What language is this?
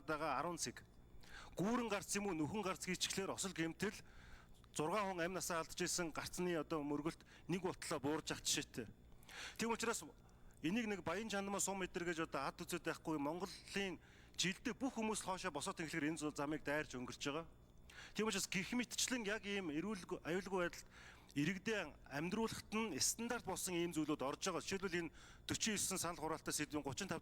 Mongolian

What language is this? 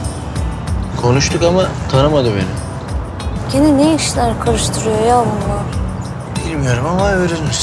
Turkish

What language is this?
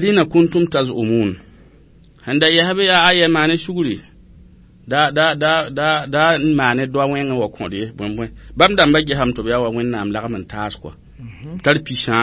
Mossi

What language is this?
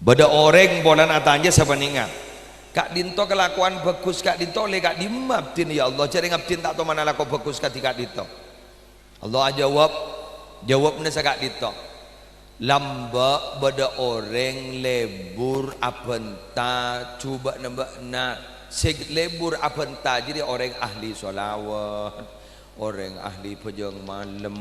Madurese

